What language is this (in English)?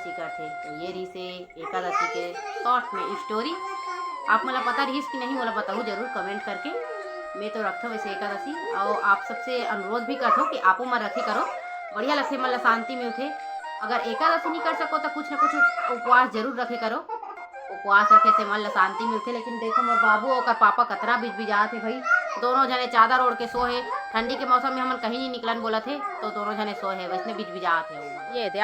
Chhattisgarhi